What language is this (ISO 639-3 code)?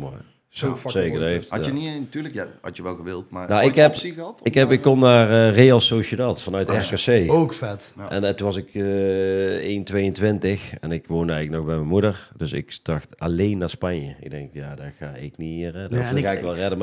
nld